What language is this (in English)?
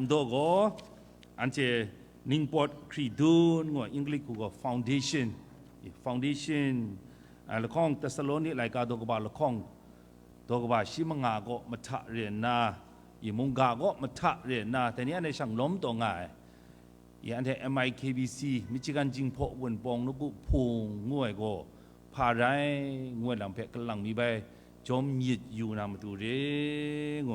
Kachin